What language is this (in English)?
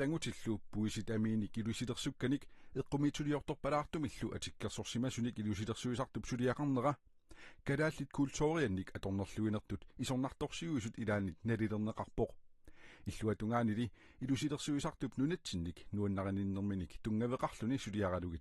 Kalaallisut